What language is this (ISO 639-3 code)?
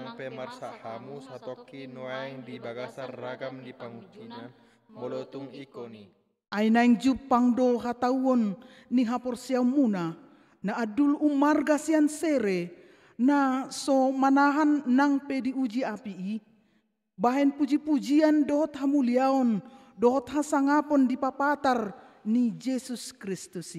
bbc